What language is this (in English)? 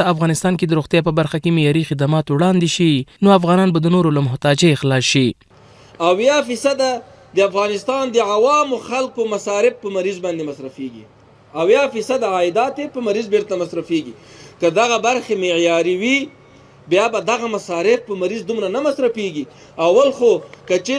Pashto